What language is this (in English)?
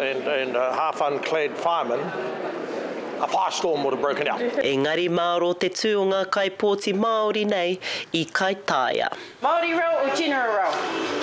Māori